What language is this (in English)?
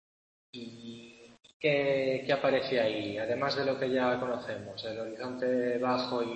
Spanish